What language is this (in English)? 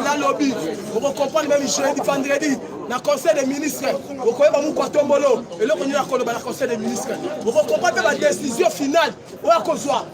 Lingala